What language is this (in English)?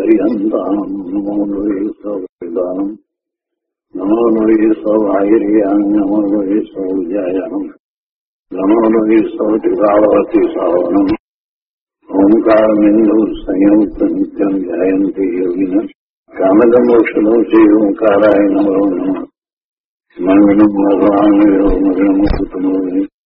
Gujarati